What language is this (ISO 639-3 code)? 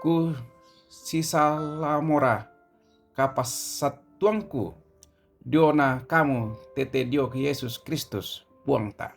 sda